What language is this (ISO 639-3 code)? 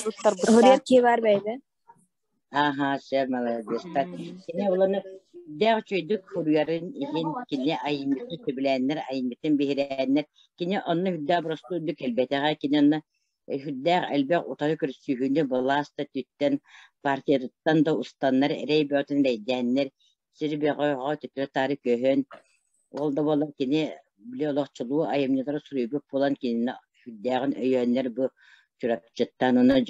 sah